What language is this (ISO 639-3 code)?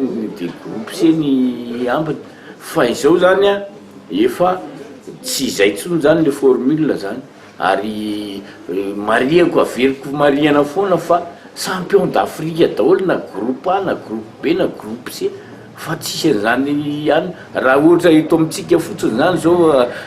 mlg